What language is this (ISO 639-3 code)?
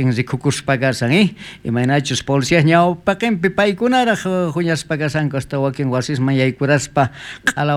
quh